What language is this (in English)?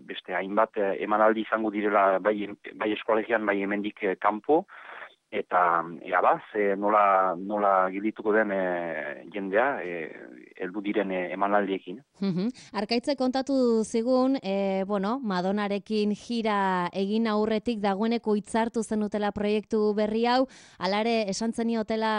Basque